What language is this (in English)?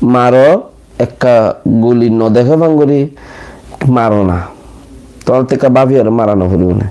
Rohingya